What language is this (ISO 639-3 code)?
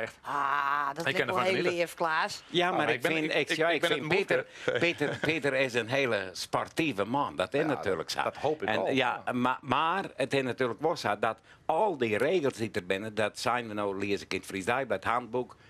fry